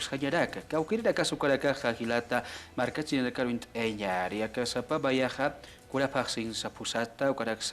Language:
Aymara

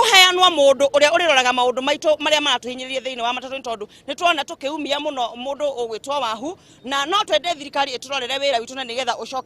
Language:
Kikuyu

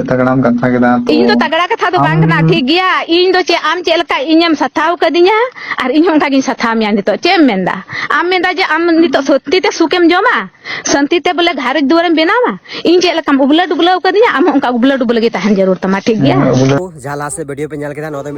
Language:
Santali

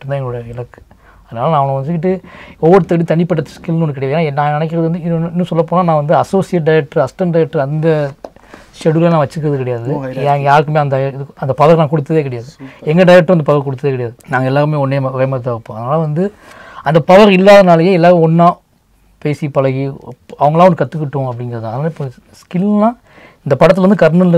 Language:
Tamil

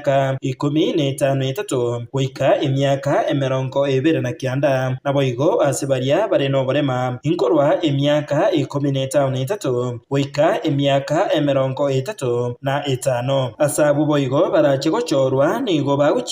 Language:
Gusii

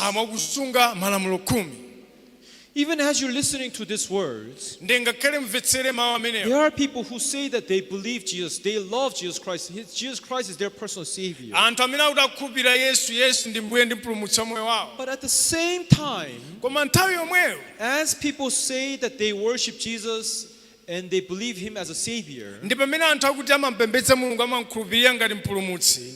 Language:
Nyanja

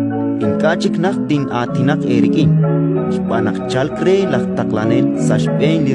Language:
Kekchí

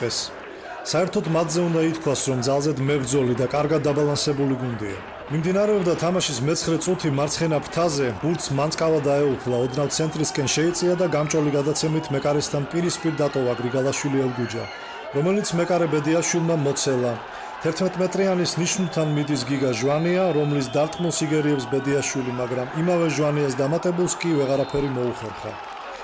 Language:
Georgian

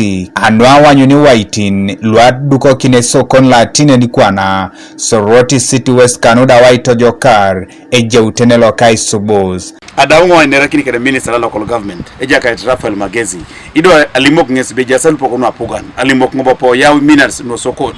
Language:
Teso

